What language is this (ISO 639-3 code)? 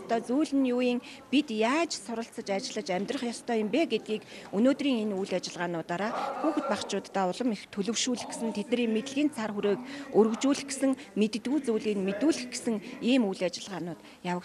mon